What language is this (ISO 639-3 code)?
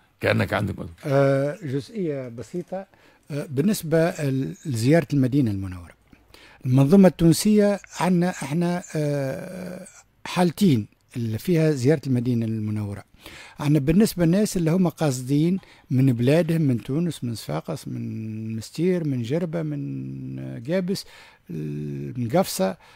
aeb